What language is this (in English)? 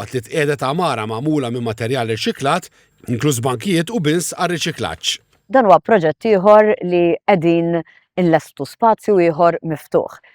Maltese